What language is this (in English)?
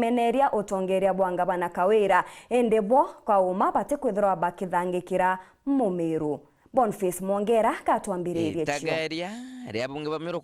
Meru